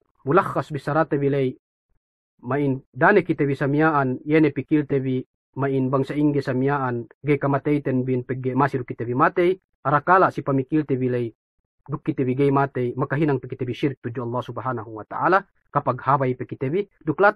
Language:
Yakan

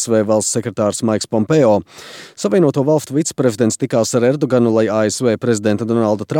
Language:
Latvian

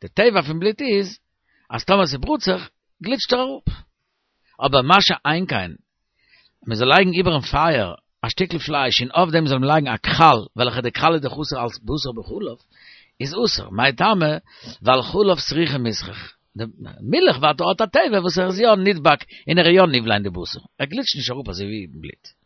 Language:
Yiddish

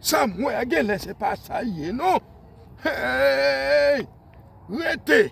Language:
Haitian Creole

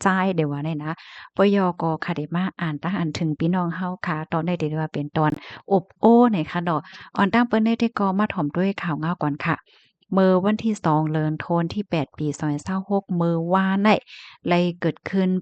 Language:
Shan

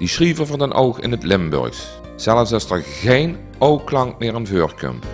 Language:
Limburgish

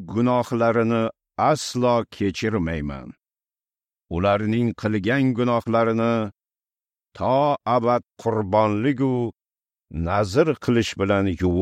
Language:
Uzbek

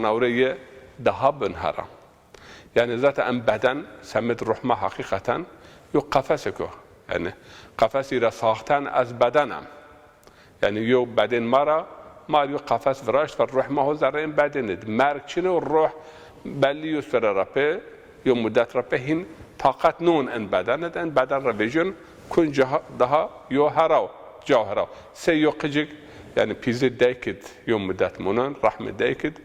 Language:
Zaza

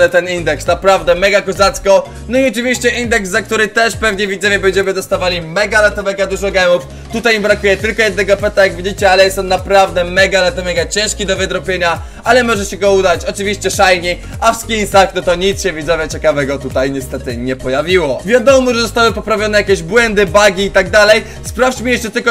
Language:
Polish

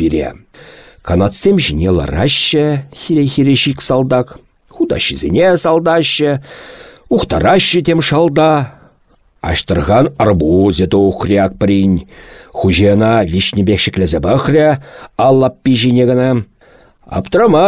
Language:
Chuvash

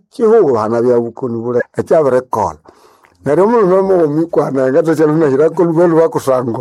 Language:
Nande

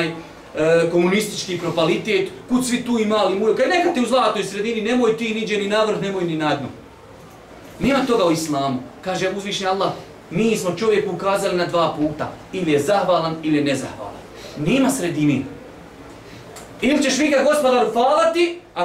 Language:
Bosnian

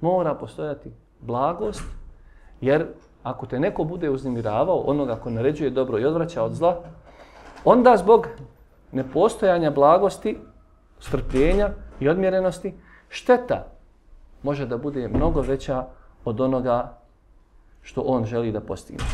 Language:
Bosnian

